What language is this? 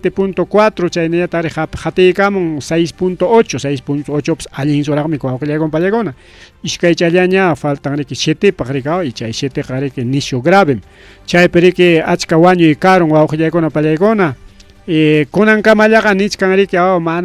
Ayacucho Quechua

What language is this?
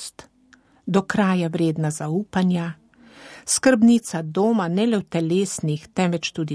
Slovenian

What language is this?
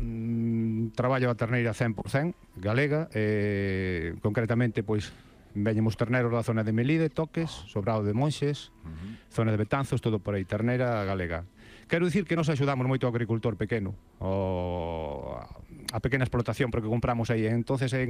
Galician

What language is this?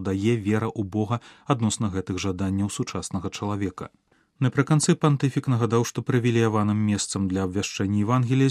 Belarusian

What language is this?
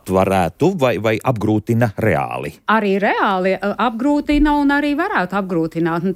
Latvian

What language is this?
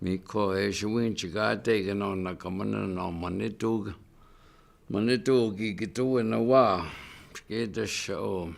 Chippewa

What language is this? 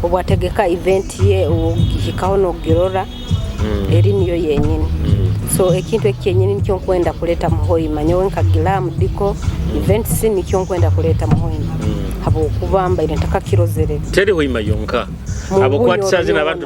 Nyoro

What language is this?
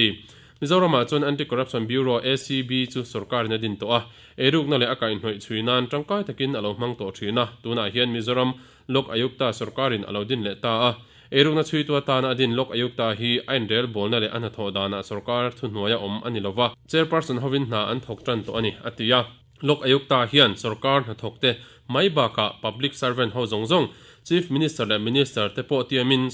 Mizo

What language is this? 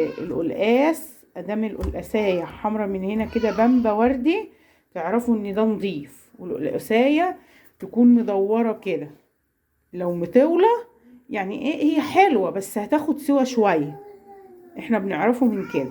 Egyptian Arabic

